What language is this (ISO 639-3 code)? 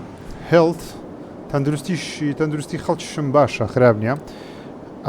ckb